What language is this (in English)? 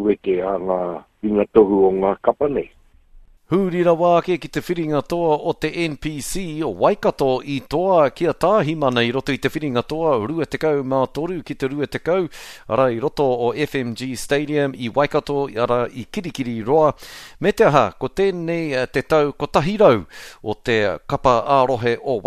Māori